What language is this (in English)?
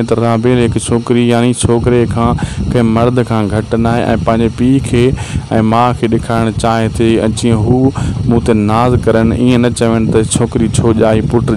Sindhi